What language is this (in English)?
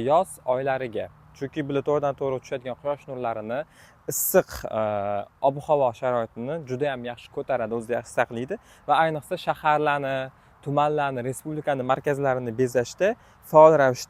Uzbek